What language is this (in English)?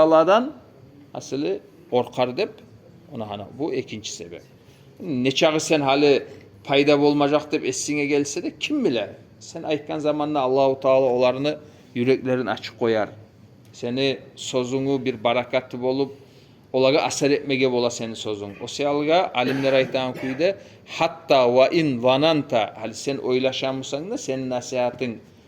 Kumyk